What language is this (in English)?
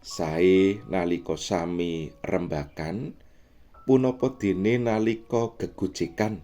Javanese